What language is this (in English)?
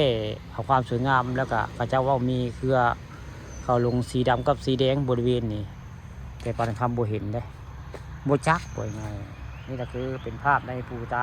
Northeastern Thai